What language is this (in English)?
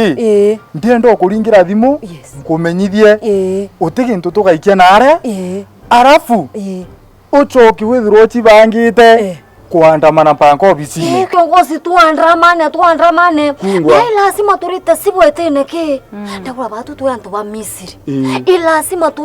Meru